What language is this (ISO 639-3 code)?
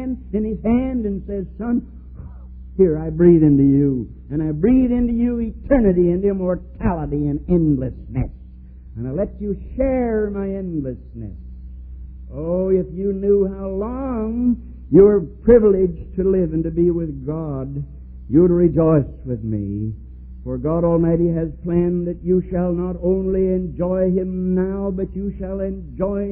eng